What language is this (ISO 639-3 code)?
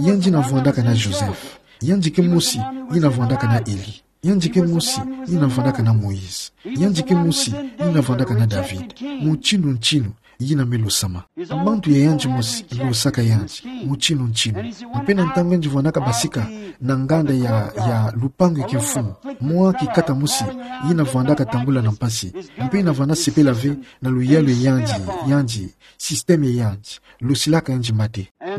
ktu